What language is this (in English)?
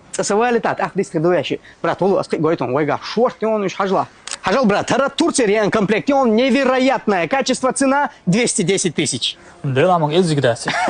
Chechen